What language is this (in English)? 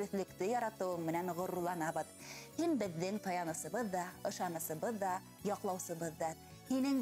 Bashkir